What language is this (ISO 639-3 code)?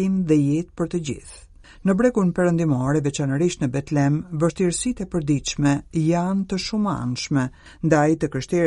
sqi